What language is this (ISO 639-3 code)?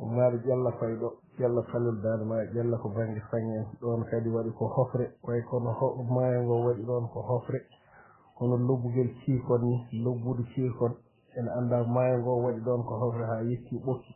ful